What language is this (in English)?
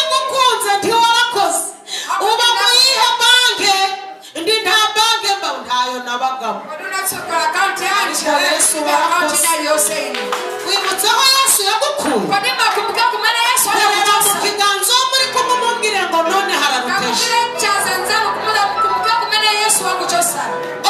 Kinyarwanda